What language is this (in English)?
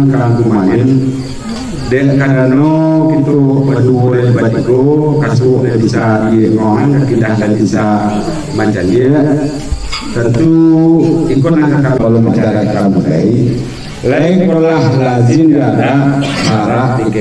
Minangkabau